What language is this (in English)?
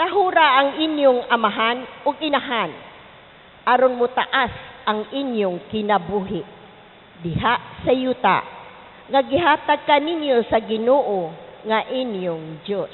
Cebuano